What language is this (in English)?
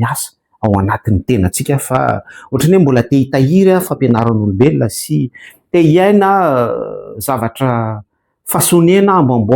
Malagasy